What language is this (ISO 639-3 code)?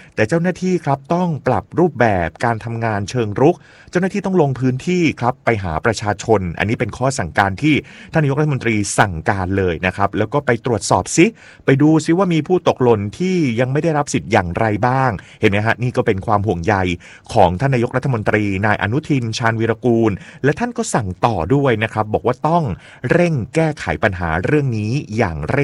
tha